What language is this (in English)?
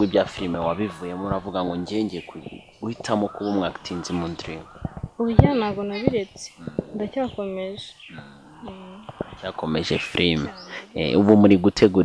Kinyarwanda